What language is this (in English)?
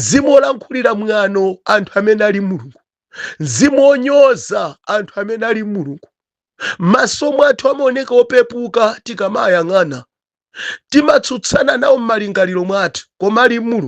Nyanja